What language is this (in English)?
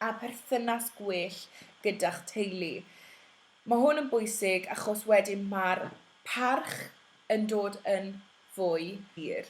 Welsh